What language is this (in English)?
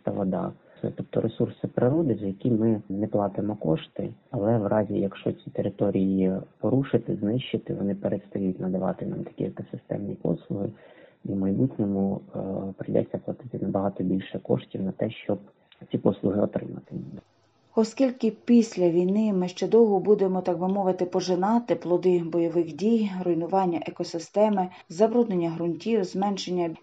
Ukrainian